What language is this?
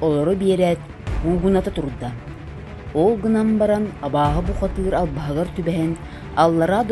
Yakut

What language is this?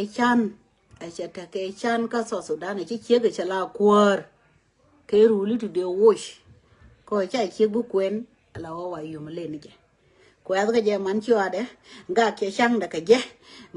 Nuer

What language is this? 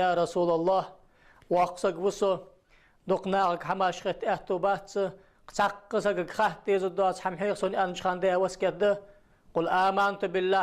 Ingush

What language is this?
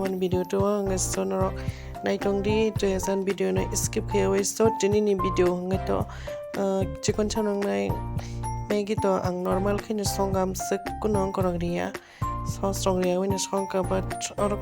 Kok Borok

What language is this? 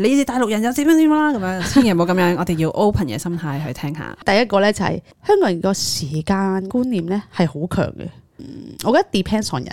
Cantonese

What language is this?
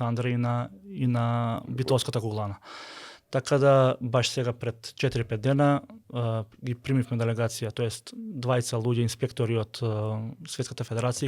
Macedonian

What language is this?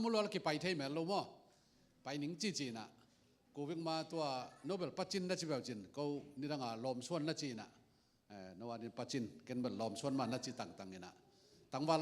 Tedim Chin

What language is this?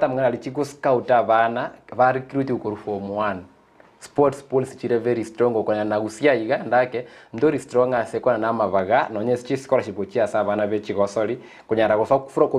Gusii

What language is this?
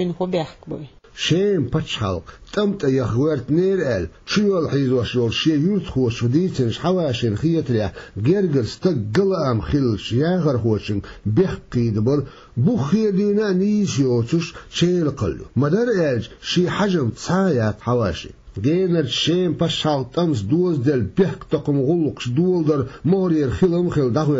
Chechen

